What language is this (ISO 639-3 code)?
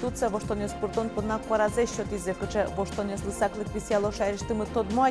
udm